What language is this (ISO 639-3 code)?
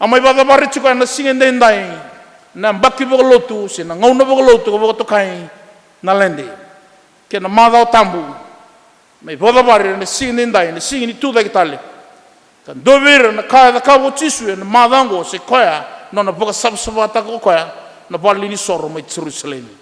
fij